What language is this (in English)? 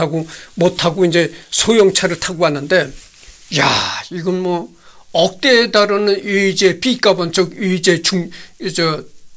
Korean